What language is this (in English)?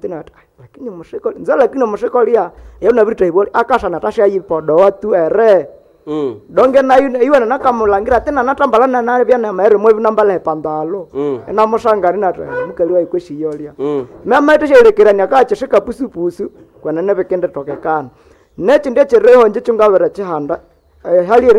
Nande